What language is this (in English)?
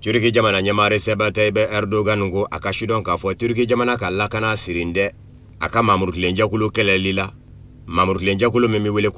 Bambara